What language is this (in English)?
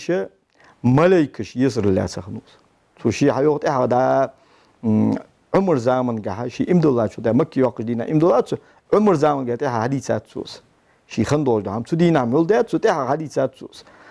Ingush